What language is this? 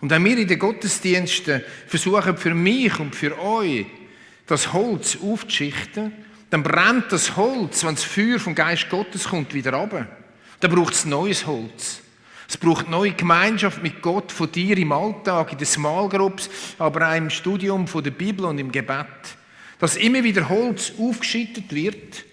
Swiss German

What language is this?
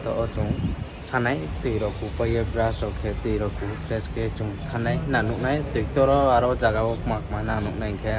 Riang (India)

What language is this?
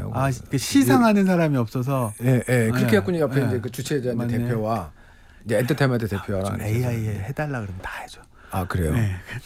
Korean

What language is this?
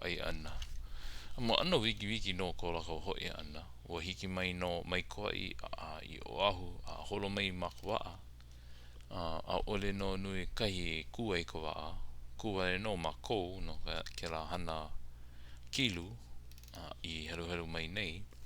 Hawaiian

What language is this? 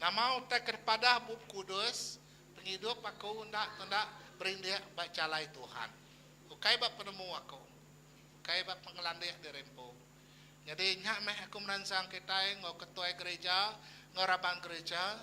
Iban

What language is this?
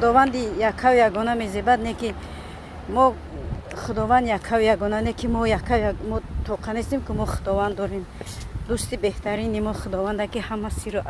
Tajik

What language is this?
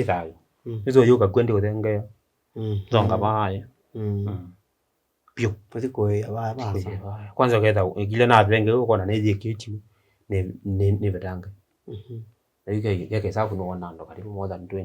Kamba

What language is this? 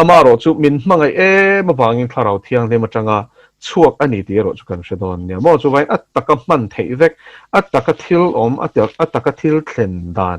Mizo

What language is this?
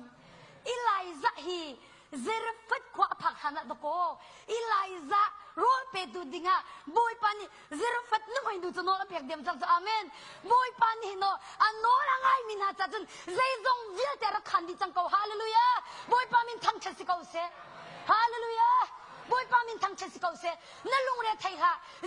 Hakha Chin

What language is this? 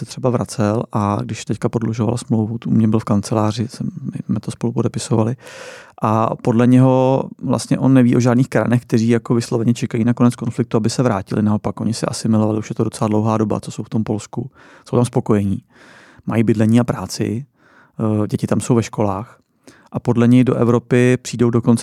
Czech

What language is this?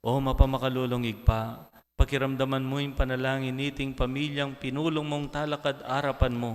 Pampanga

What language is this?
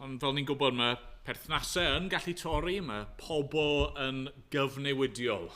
Welsh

